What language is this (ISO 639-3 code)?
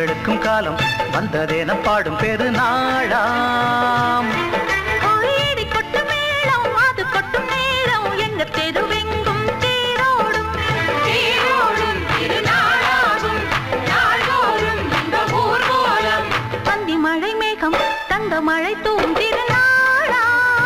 tam